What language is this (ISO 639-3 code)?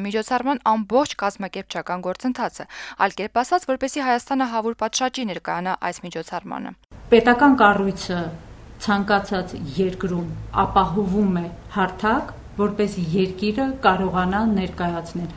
hye